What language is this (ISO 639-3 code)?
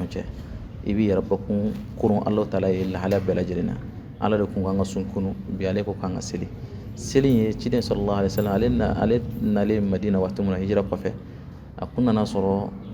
bam